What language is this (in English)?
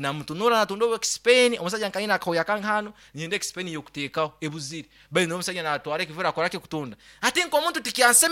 Nyankole